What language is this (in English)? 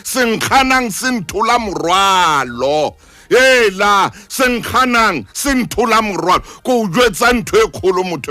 Southern Sotho